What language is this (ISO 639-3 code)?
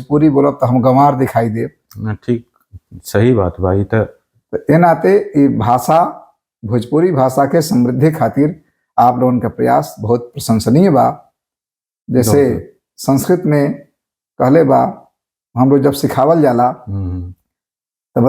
bho